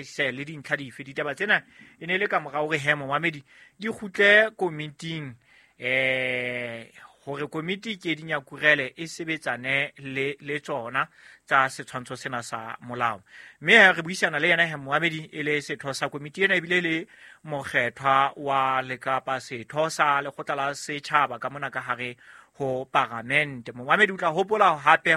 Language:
Southern Sotho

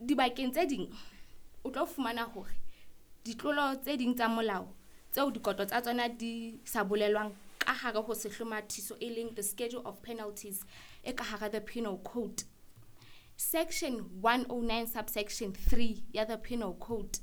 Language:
Southern Sotho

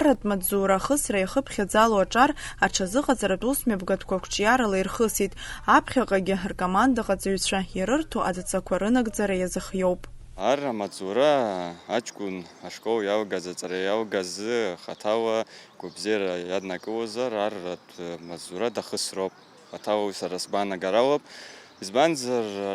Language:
Abkhazian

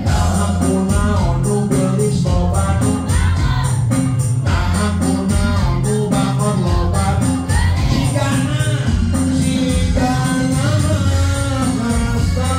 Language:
Sundanese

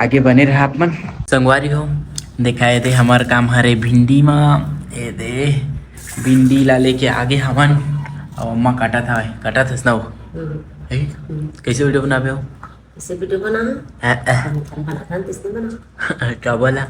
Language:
Chhattisgarhi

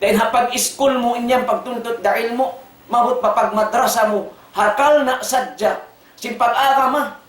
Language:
Tausug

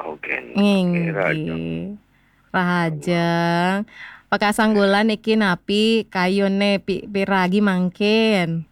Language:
Balinese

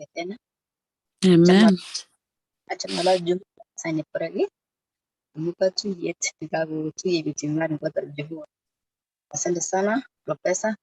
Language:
Kalenjin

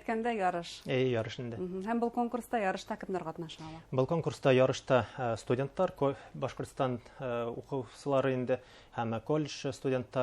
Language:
Bashkir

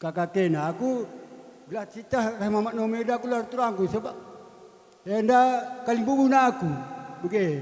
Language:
Batak Karo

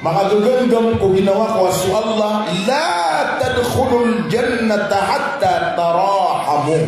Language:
Maranao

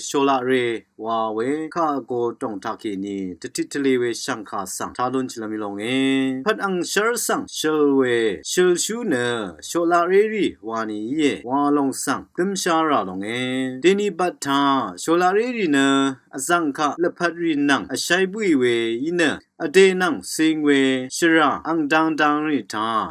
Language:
Rawang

